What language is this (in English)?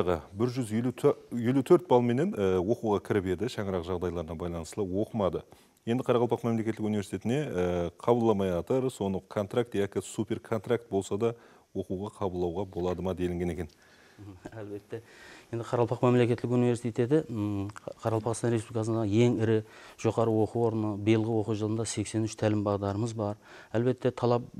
Kara-Kalpak